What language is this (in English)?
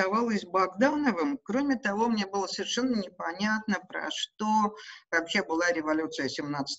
Russian